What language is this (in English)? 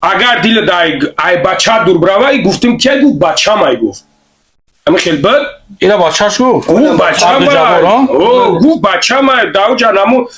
Tajik